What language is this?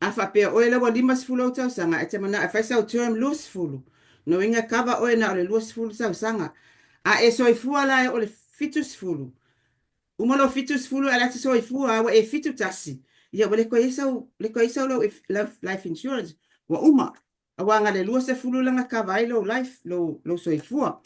Samoan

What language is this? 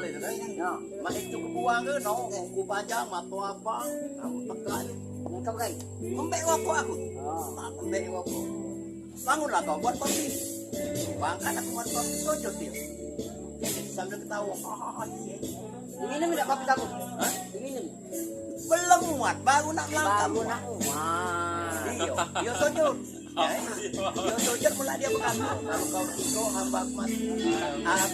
Musi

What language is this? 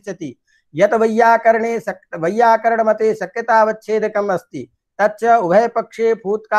Sanskrit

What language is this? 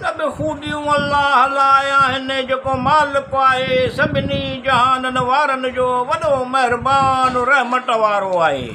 Sindhi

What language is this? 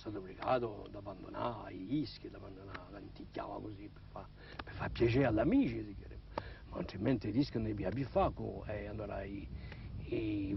Corsican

